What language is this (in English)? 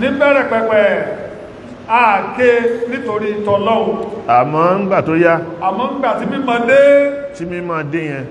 Yoruba